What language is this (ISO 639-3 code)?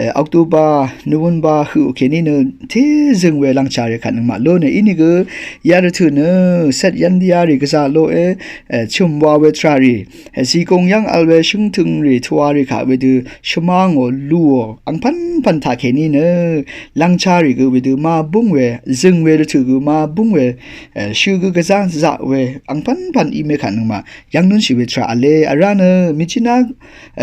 raw